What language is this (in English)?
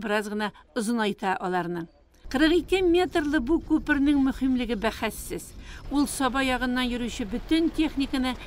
Tatar